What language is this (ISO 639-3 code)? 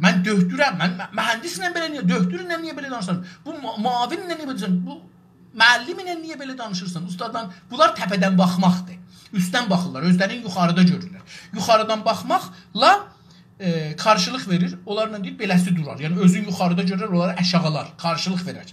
azb